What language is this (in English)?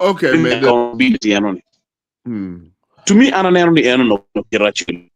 Acoli